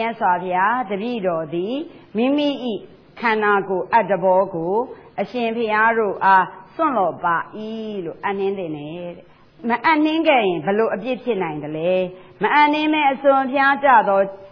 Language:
Burmese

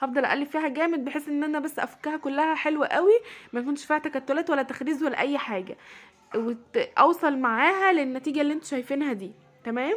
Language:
Egyptian Arabic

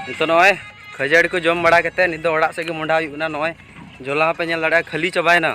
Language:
Santali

